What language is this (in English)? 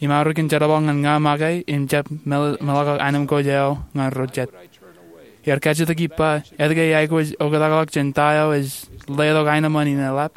Marshallese